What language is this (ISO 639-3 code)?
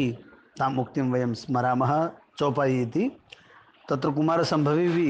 san